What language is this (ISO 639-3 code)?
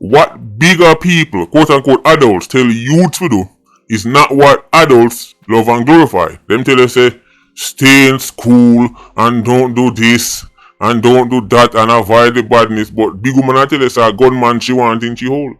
jam